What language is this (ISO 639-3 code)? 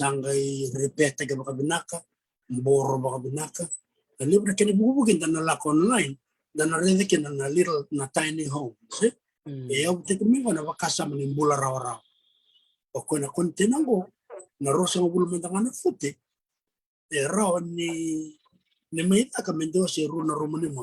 fij